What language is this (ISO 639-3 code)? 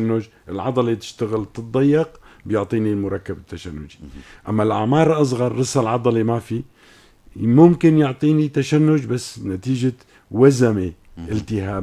apc